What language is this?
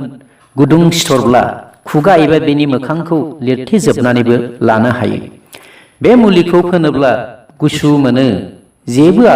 Bodo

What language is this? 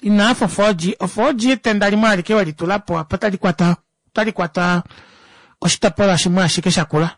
Kuanyama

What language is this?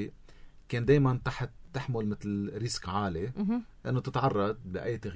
North Levantine Arabic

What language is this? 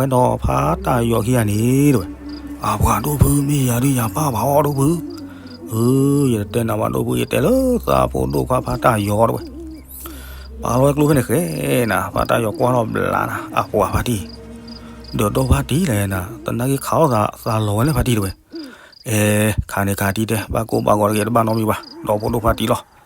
S'gaw Karen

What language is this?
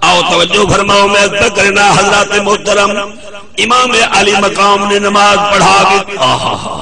Saraiki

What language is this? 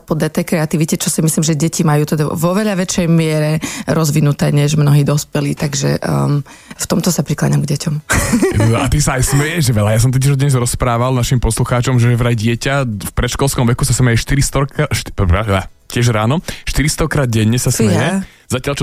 Slovak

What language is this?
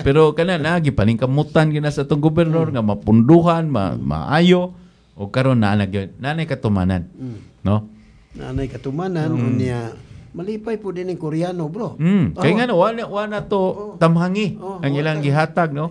Cebuano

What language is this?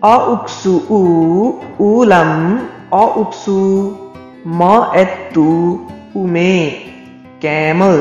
Limbu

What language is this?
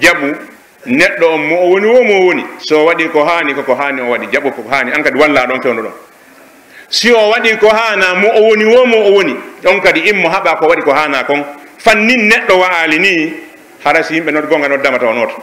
Pular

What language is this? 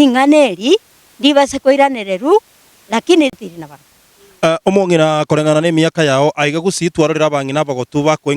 Gusii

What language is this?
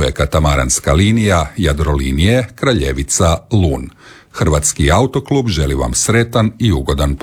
Croatian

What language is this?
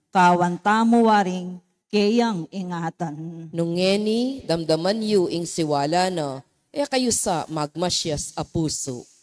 Pampanga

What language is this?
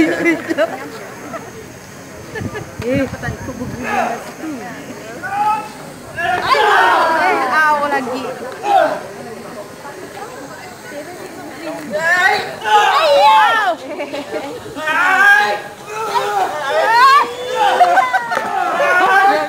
Malay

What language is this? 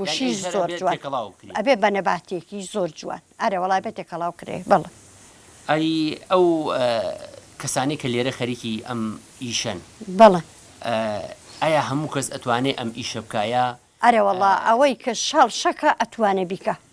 Central Kurdish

